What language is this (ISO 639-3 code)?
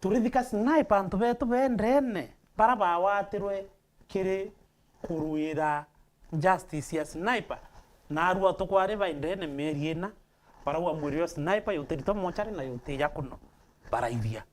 mer